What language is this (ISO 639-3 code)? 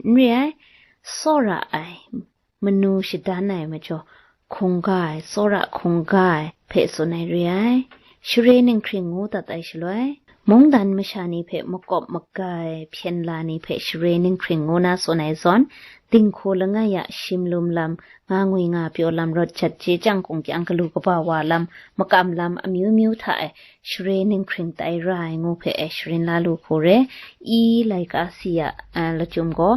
kac